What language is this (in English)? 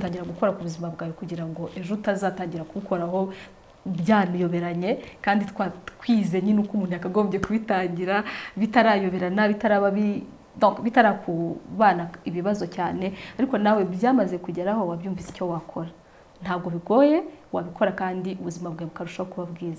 Kinyarwanda